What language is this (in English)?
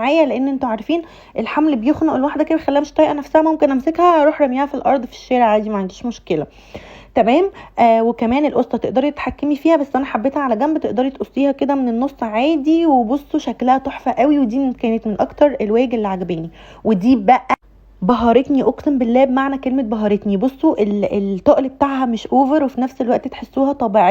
Egyptian Arabic